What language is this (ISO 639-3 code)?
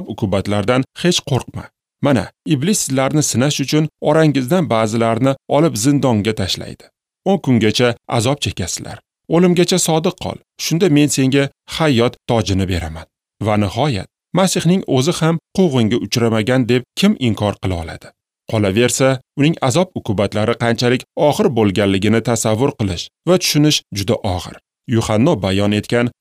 uzb